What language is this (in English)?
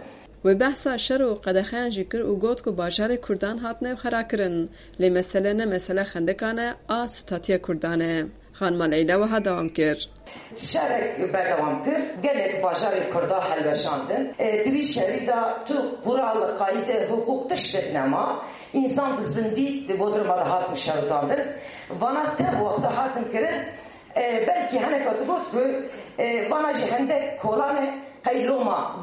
Kurdish